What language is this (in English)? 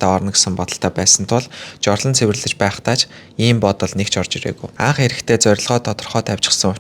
Mongolian